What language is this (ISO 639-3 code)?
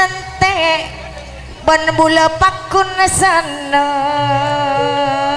mad